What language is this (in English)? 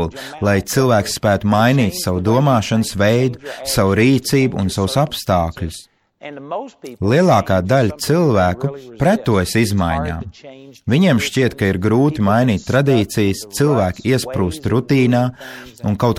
Latvian